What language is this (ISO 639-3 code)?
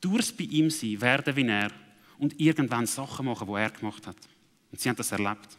gsw